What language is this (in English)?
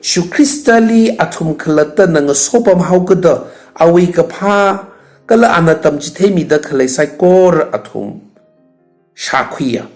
Tangkhul Naga (India)